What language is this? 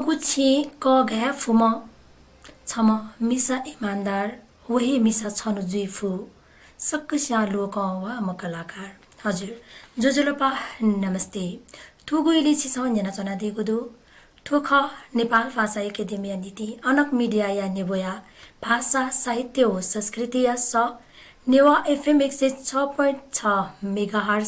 Newari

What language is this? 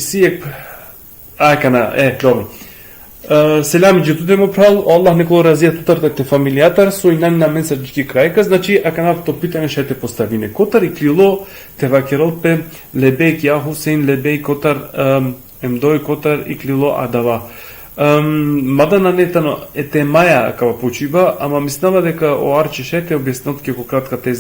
Balkan Romani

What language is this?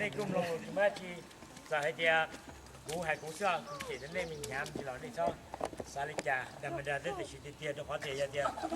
Hmong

